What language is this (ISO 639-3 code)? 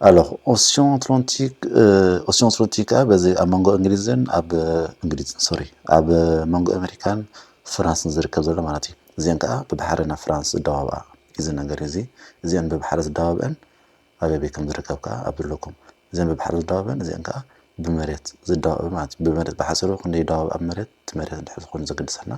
tir